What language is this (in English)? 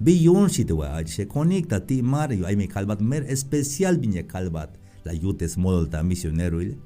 Tzeltal